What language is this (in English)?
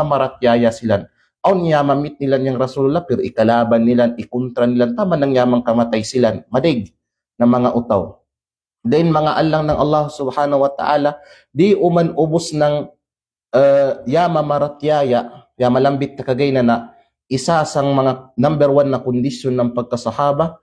Kalagan